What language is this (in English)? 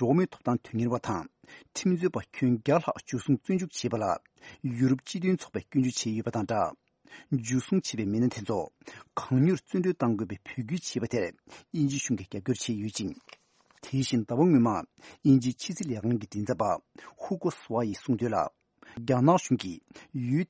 Tibetan